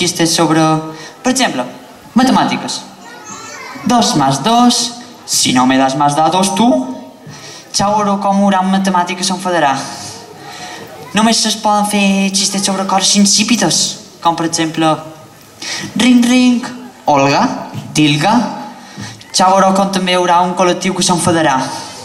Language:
Catalan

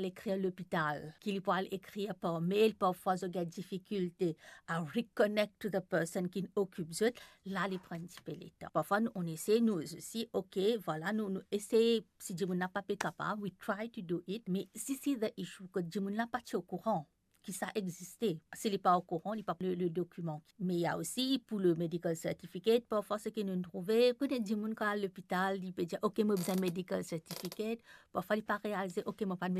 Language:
Morisyen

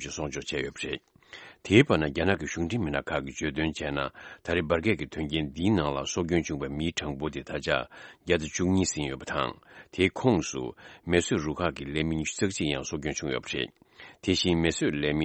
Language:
Tibetan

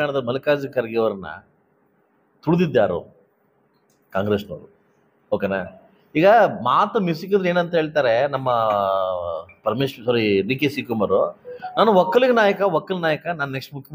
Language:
Kannada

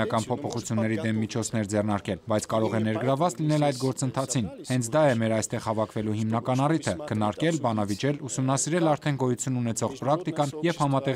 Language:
Armenian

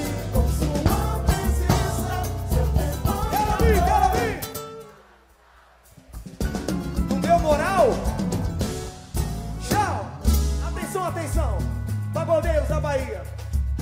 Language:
Portuguese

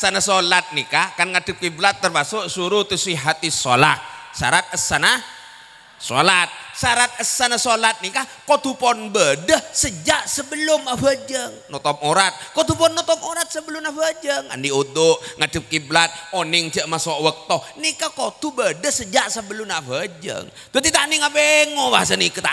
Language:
Madurese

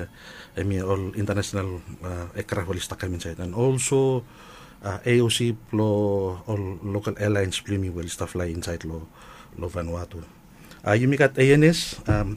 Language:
Bislama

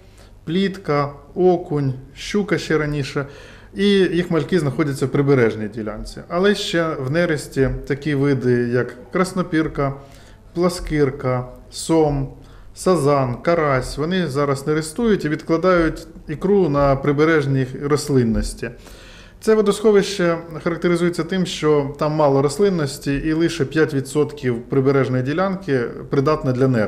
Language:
Ukrainian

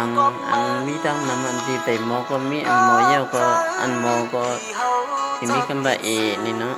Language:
Shan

